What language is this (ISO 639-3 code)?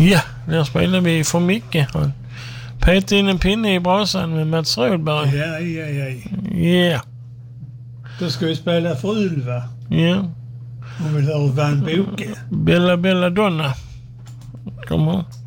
swe